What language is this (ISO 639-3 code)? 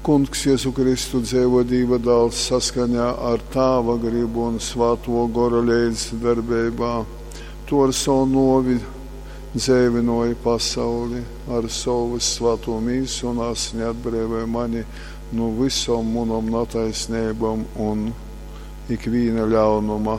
ltg